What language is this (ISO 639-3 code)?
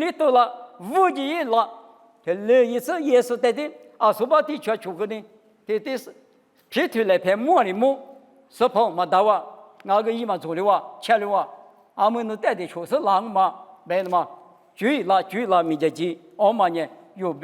lis